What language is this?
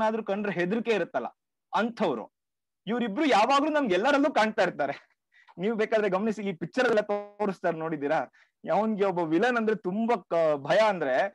Kannada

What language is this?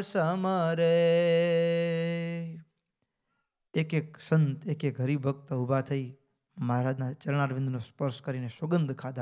Gujarati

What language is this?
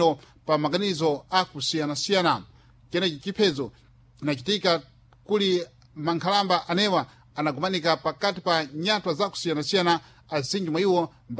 Sena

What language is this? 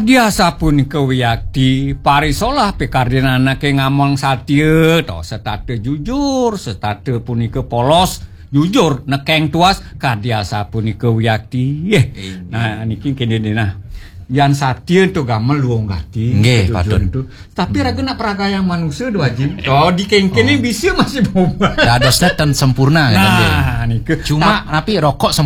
Balinese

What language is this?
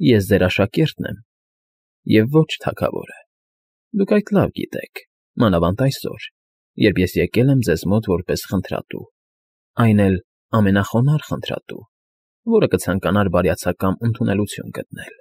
Armenian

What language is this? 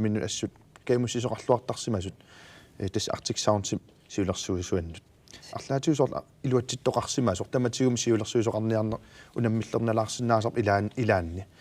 Kalaallisut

